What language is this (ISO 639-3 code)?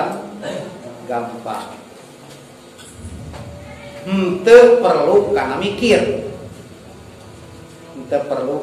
sun